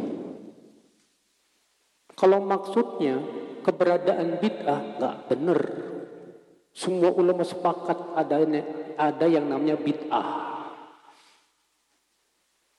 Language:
Indonesian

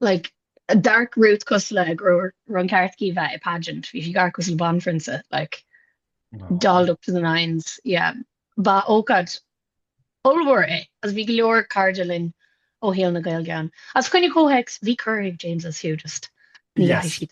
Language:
Irish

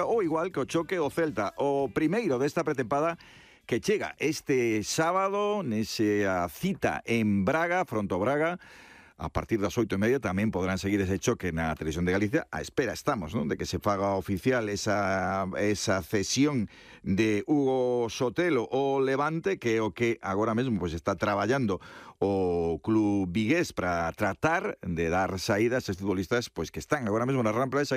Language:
Galician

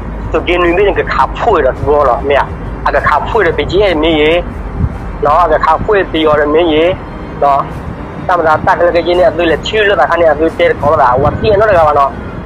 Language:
S'gaw Karen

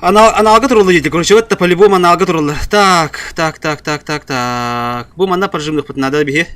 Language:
Yakut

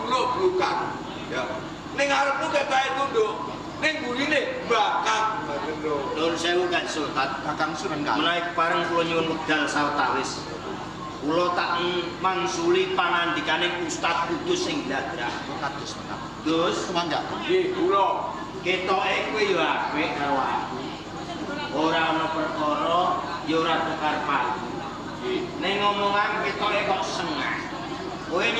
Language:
Javanese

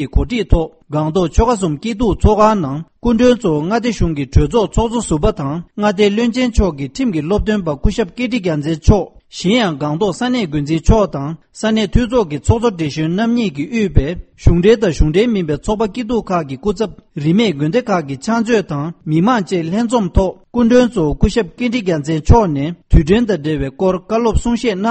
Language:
Tibetan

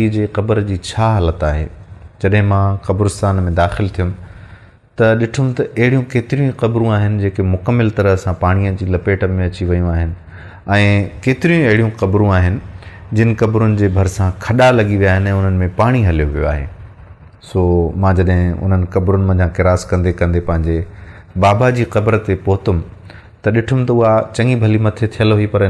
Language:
Sindhi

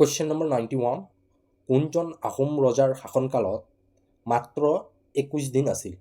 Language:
Assamese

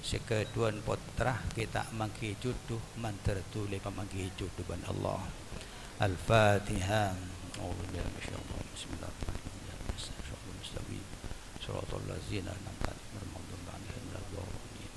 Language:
Madurese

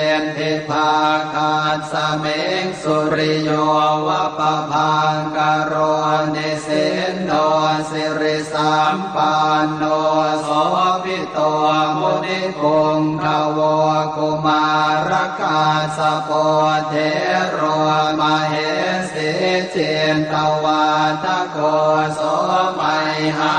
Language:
Pali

